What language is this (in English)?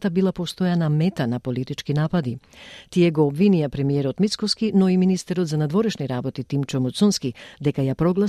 Macedonian